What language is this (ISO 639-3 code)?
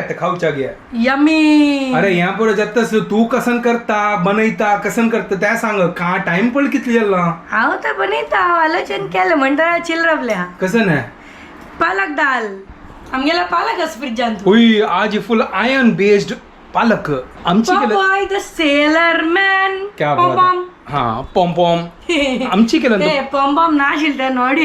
kok